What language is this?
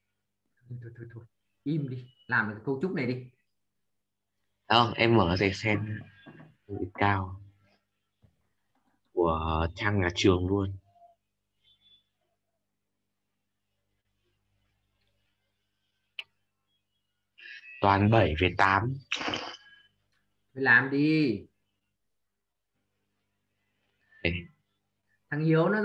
Vietnamese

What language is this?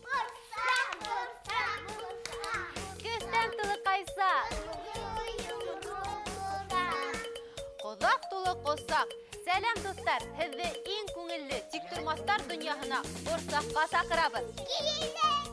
Bashkir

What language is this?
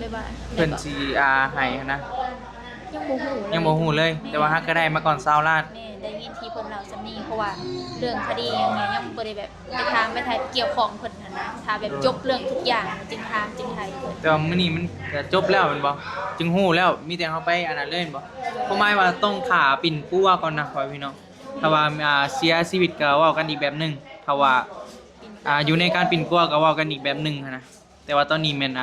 Northeastern Thai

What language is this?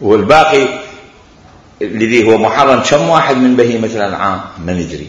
Mesopotamian Arabic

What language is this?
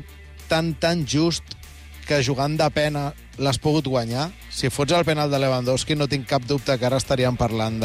Catalan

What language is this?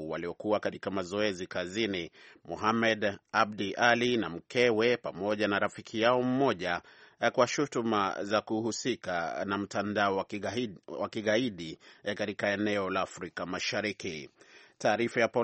Swahili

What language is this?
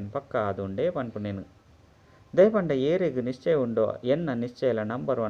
Tulu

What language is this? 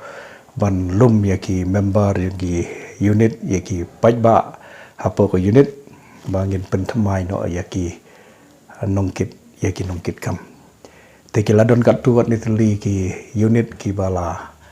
Khasi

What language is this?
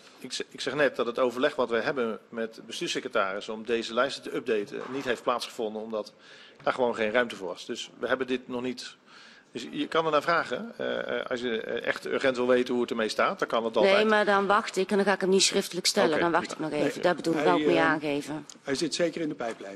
Dutch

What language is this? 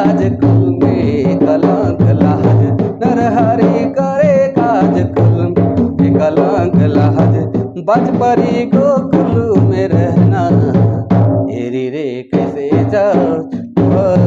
Sadri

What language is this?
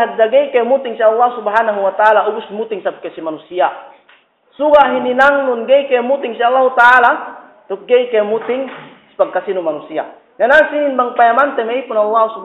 Yakan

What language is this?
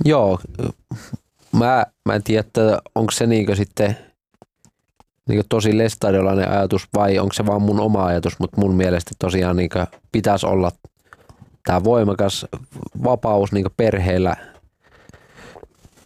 Finnish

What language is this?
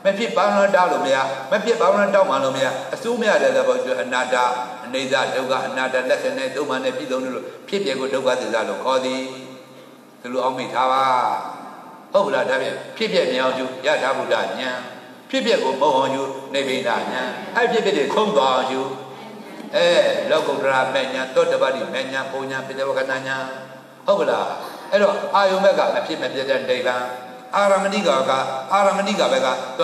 Burmese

